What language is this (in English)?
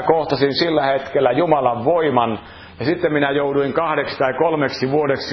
Finnish